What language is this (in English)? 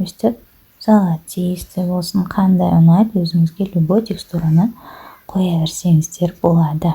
Kazakh